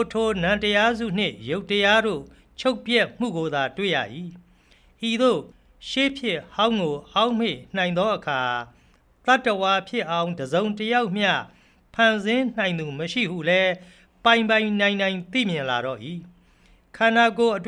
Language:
Burmese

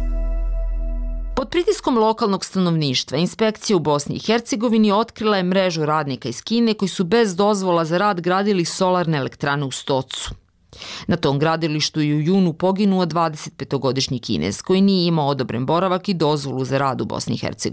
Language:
Bosnian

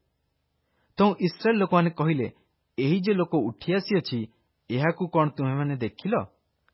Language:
Odia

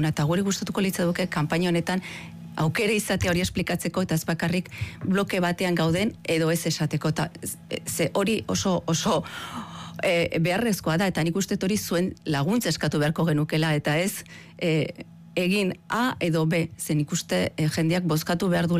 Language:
Basque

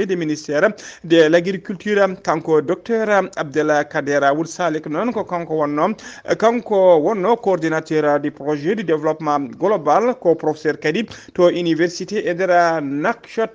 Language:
Fula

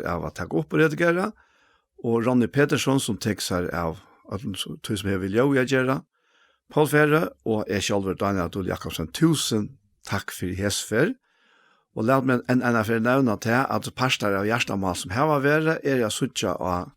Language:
Faroese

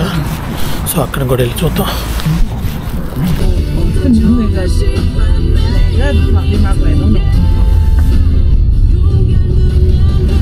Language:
Telugu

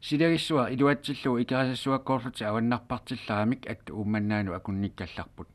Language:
Kalaallisut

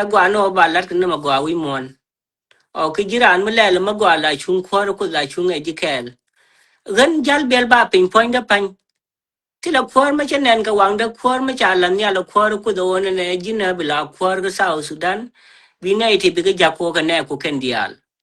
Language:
Nuer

